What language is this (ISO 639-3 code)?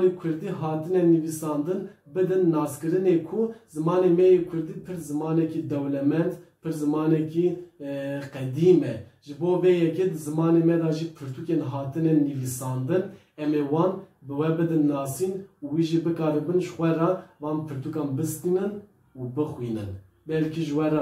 kur